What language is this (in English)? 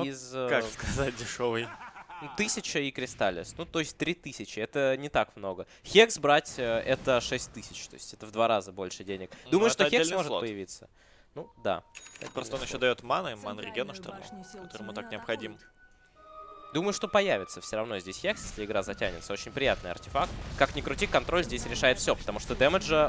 Russian